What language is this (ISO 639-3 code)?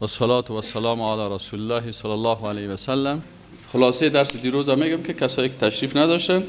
fas